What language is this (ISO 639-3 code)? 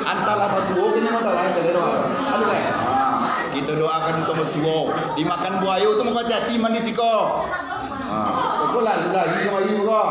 min